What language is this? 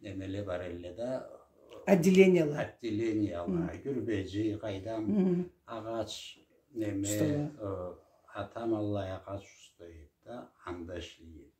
Karachay-Balkar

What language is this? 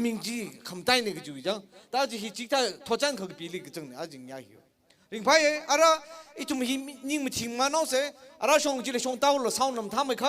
Tangkhul Naga (India)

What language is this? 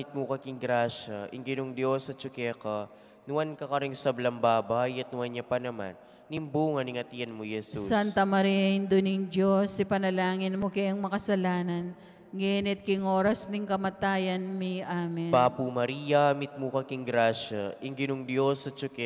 Pampanga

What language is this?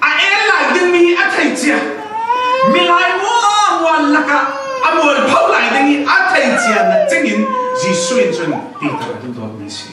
Falam Chin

